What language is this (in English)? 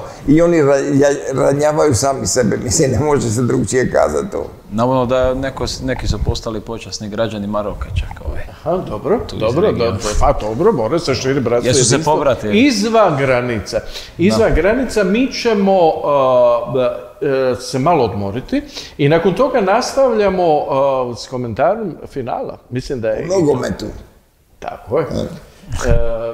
Croatian